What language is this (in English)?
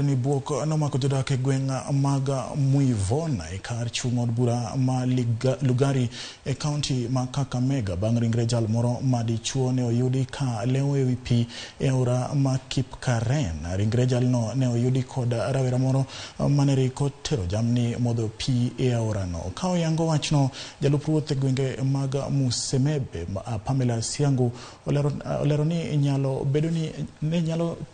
Luo (Kenya and Tanzania)